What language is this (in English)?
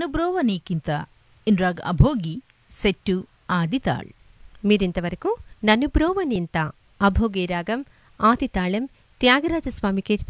Telugu